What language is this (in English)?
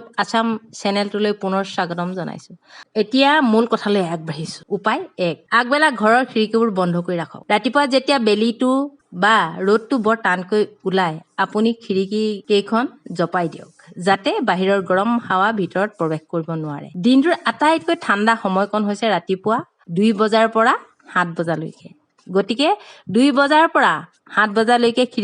Assamese